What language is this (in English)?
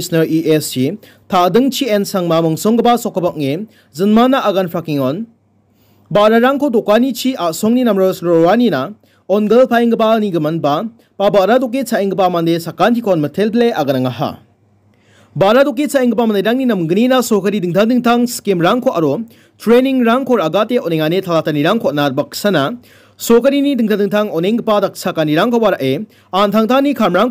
Garo